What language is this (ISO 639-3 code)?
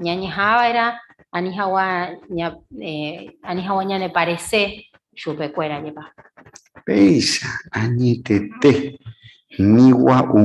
grn